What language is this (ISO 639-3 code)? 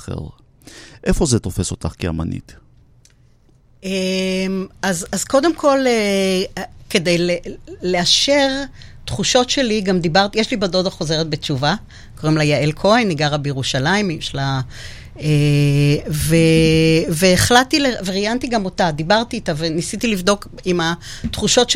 heb